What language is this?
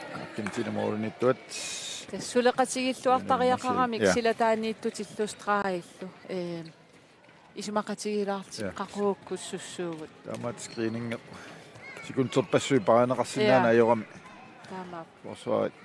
Kalaallisut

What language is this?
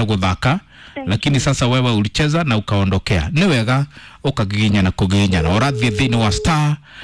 Kikuyu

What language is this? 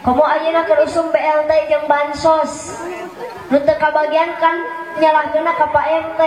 Sundanese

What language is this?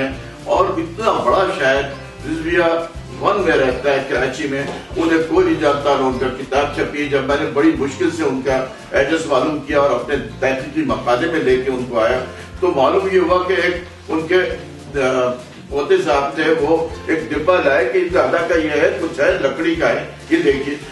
Urdu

